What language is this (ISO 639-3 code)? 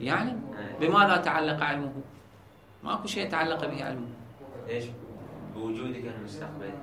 acm